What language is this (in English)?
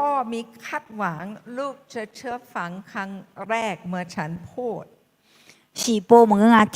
Akha